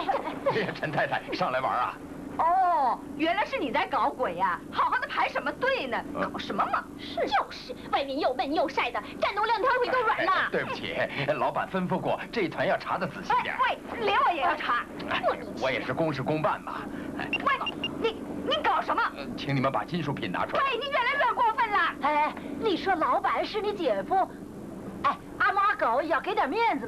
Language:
Chinese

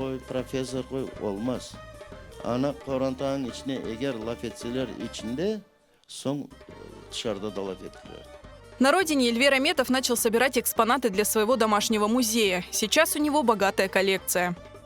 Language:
Crimean Tatar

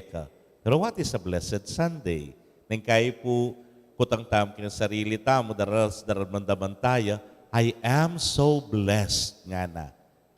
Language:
Pampanga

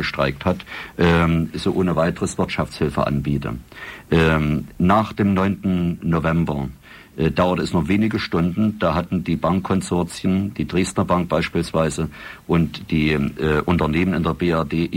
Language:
German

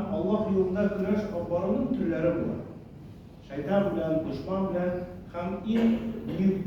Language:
Tatar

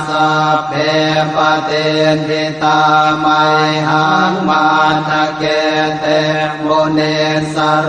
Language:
Pali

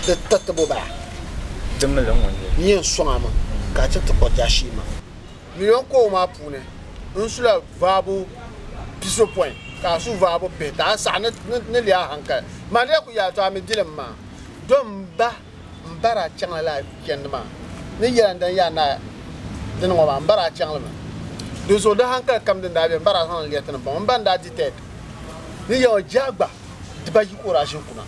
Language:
Dagbani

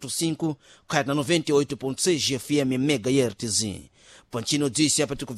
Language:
Sena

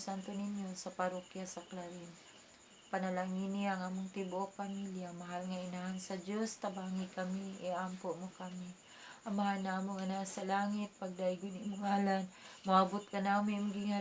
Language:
Cebuano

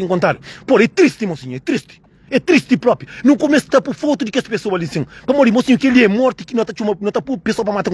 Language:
Kabuverdianu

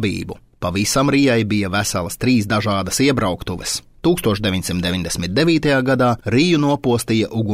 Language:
Latvian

